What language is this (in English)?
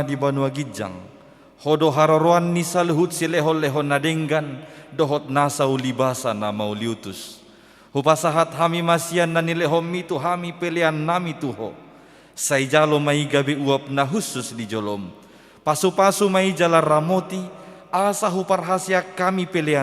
Batak Toba